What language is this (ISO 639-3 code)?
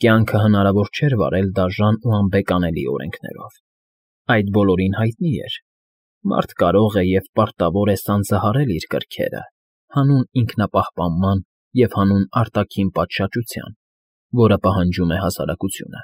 hye